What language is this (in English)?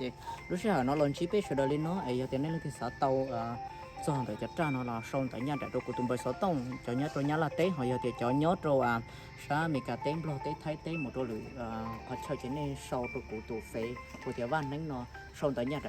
Hmong